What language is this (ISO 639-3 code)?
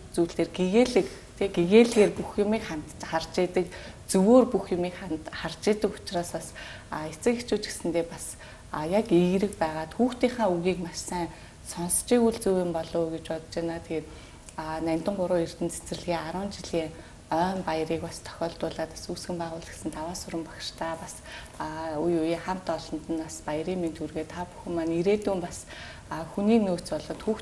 mon